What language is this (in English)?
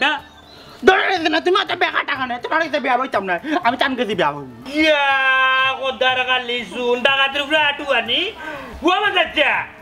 Sylheti